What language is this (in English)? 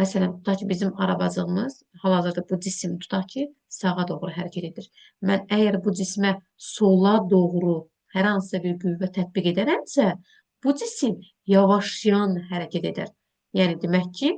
Azerbaijani